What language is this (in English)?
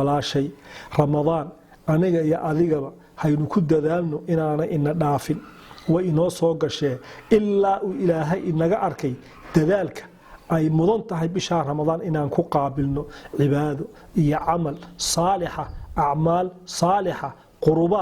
Somali